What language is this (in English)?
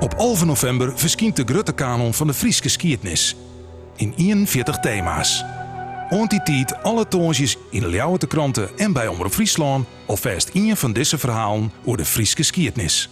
Western Frisian